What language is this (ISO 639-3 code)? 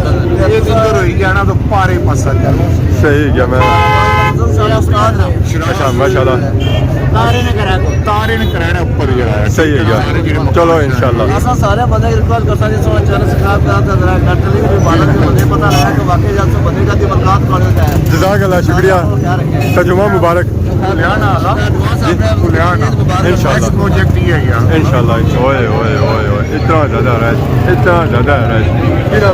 phr